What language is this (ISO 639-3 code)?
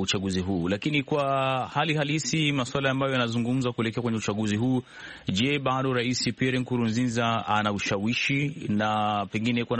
swa